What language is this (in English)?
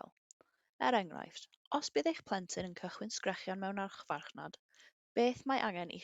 Welsh